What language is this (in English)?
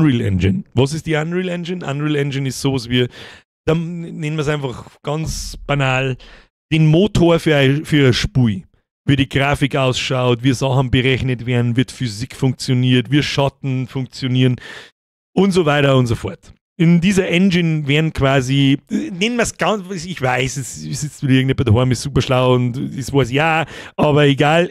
Bavarian